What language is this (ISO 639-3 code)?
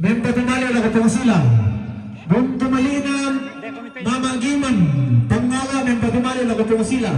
sda